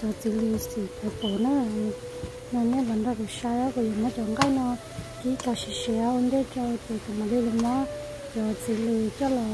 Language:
Hmong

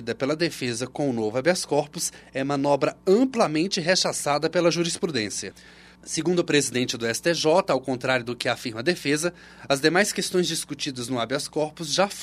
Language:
Portuguese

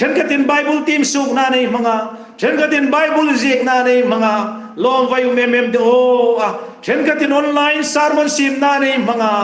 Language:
Hmar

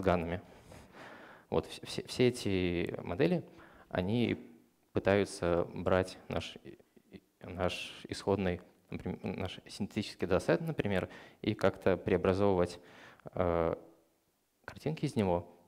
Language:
Russian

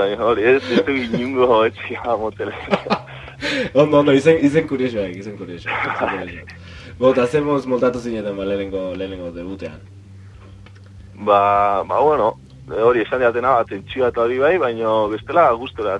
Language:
Basque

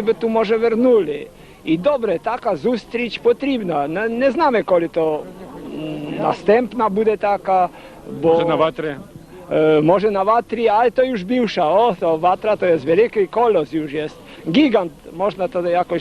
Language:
Rusyn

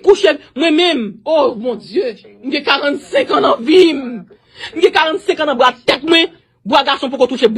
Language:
Haitian Creole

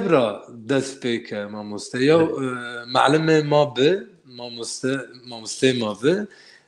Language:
Zaza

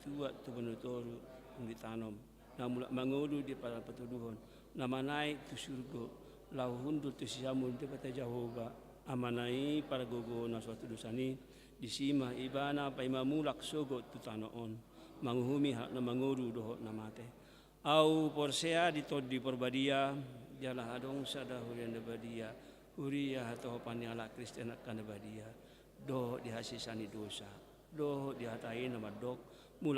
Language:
Batak Toba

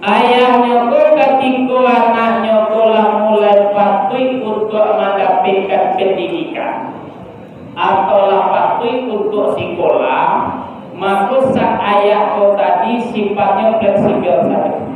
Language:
Minangkabau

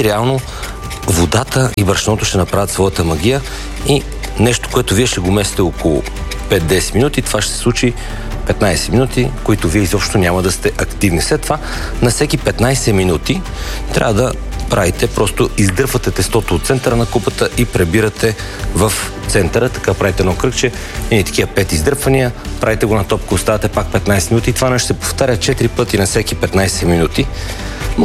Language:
Bulgarian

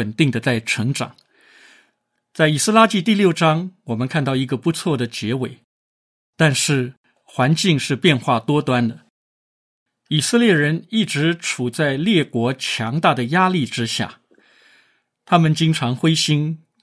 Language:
Chinese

